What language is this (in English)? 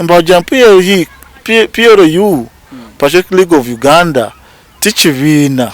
Nyankole